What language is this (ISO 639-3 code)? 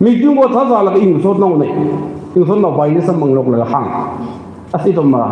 nmf